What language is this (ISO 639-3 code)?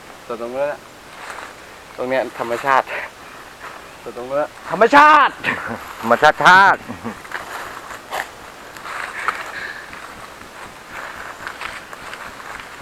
tha